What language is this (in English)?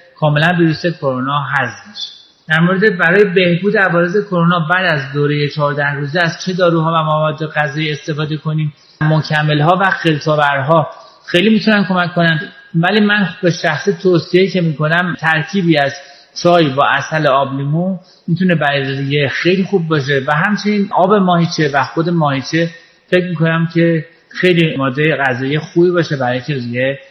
Persian